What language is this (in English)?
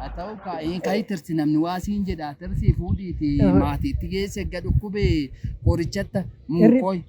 Oromo